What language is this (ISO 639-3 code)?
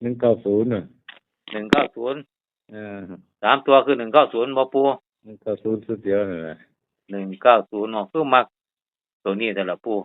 tts